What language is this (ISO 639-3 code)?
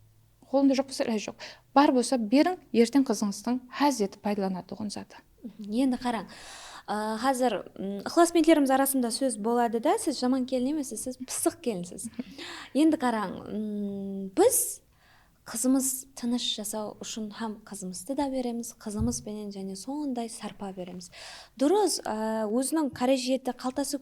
kaa